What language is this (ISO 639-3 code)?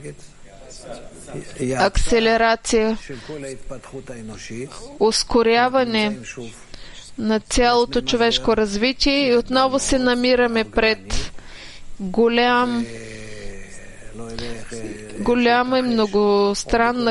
bul